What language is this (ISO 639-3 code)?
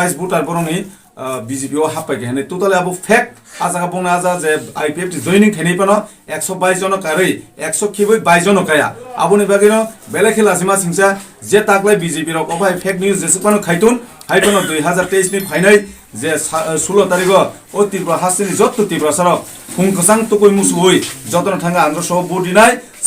trp